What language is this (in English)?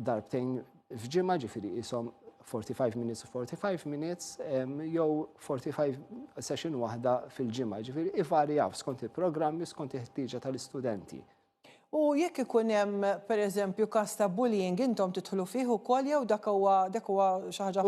Maltese